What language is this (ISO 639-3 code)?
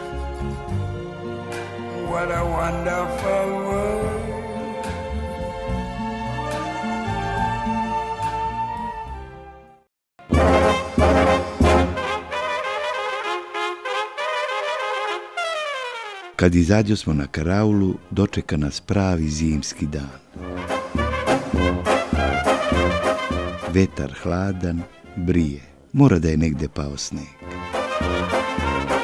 srp